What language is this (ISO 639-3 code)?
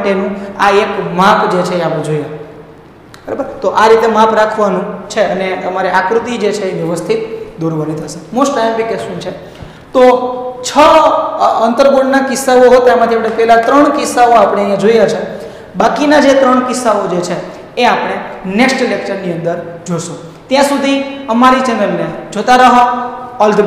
guj